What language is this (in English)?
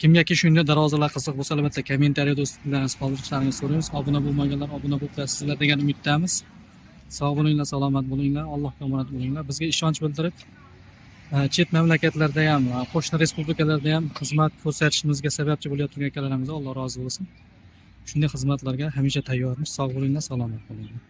Uzbek